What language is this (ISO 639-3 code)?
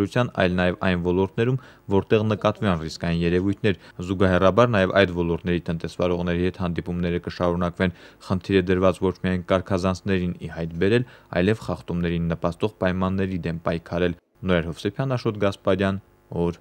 hye